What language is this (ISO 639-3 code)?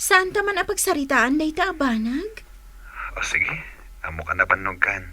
ilo